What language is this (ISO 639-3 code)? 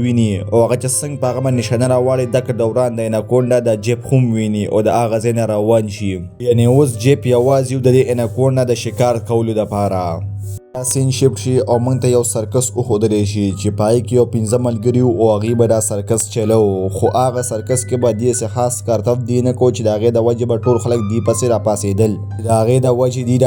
pus